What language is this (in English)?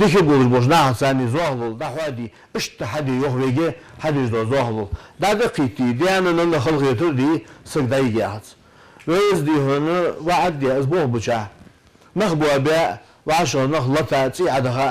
Ingush